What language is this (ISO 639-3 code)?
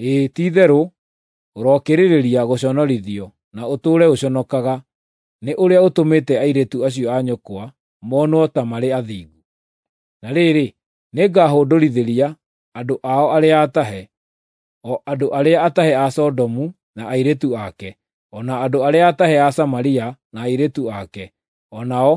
kik